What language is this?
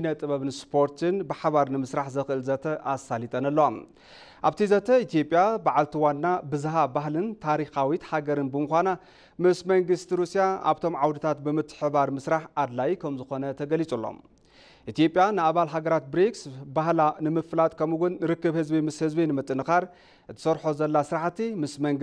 Tigrinya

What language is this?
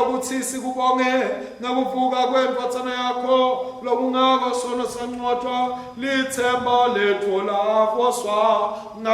Swati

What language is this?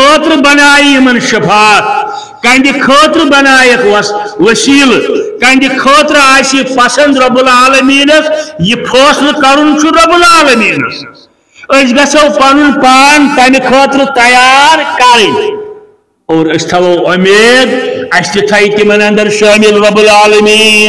Kashmiri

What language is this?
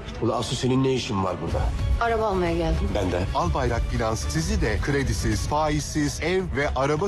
Turkish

